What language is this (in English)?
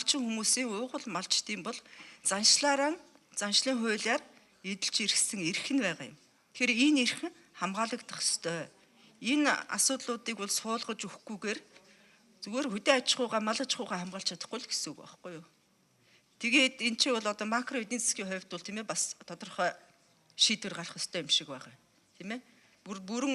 Mongolian